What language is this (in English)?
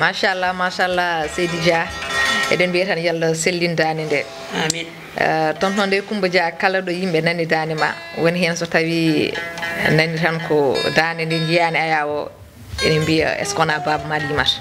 Fula